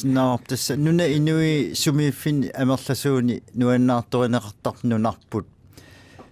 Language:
Kalaallisut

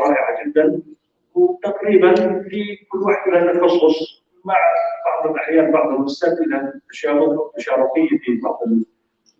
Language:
North Levantine Arabic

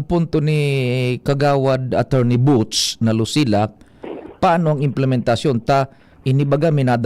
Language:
Bikol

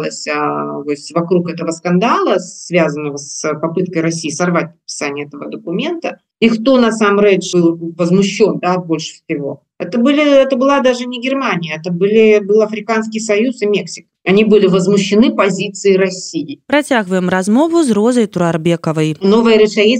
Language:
Belarusian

